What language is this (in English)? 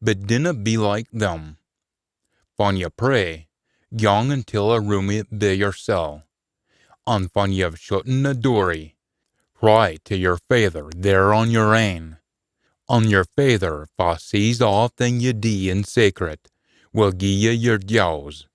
Scots